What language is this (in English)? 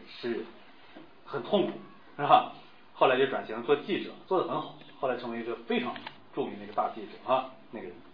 Chinese